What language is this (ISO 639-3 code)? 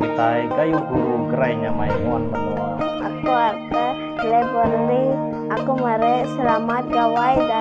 iba